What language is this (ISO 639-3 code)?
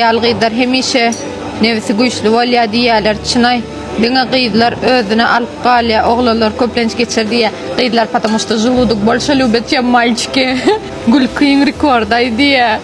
tuk